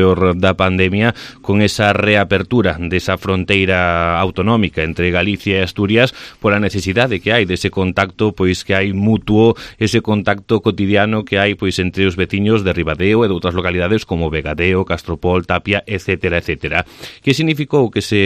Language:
Galician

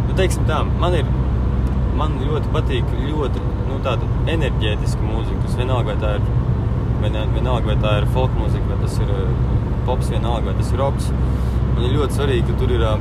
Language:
Latvian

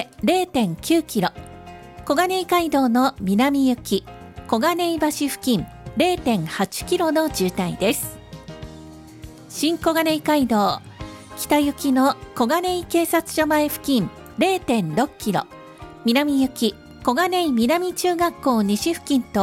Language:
Japanese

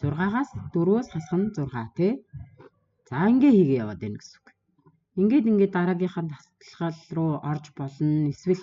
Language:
Mongolian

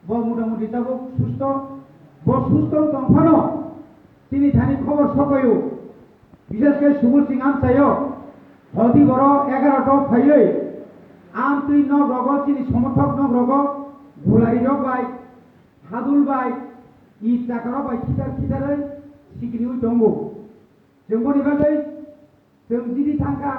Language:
Kok Borok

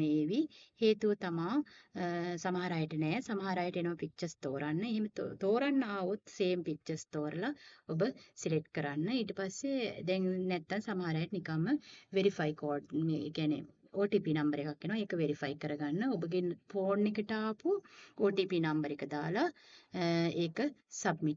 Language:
Sinhala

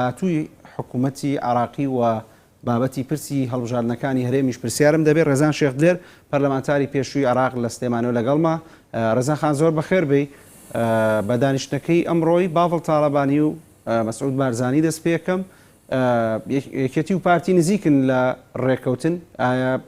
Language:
Central Kurdish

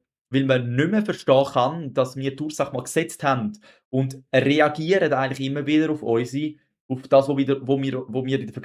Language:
Swiss German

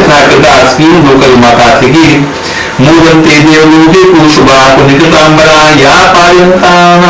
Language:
Maithili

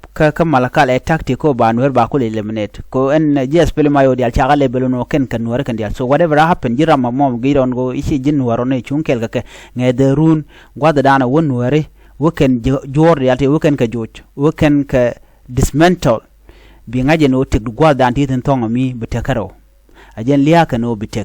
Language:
Nuer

